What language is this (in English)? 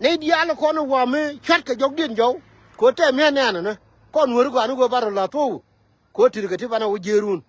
Nuer